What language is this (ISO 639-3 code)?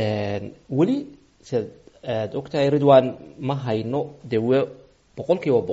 som